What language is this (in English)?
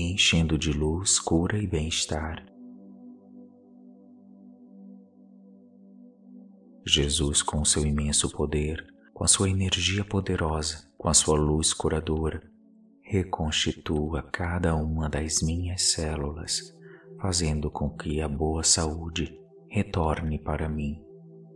Portuguese